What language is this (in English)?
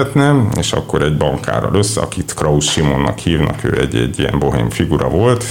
Hungarian